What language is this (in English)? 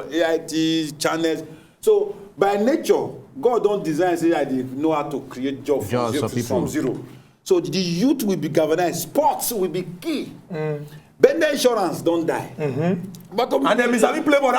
Nigerian Pidgin